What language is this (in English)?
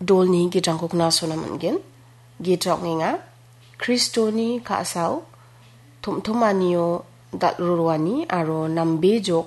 Garo